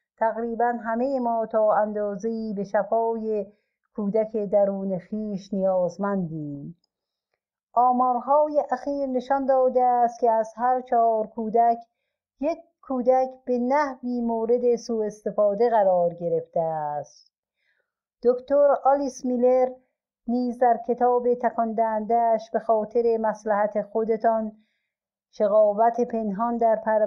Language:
Persian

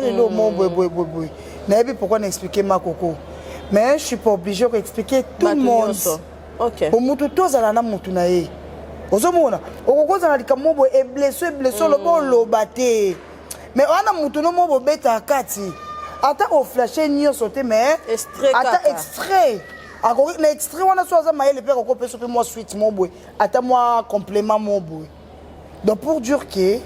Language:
Lingala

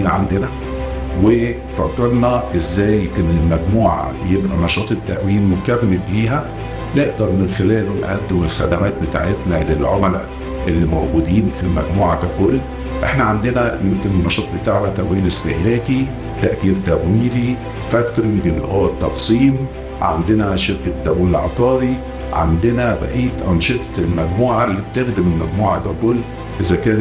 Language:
Egyptian Arabic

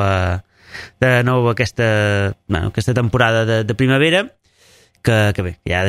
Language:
Catalan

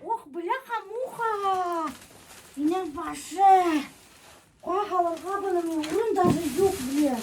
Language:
Bashkir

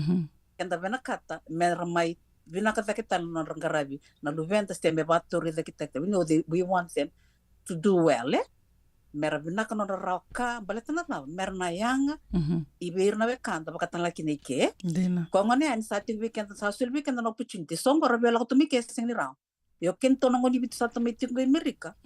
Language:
Fijian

